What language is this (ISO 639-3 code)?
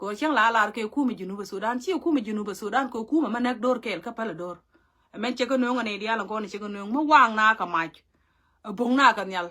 nus